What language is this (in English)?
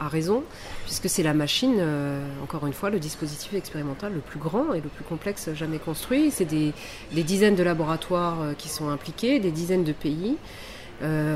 French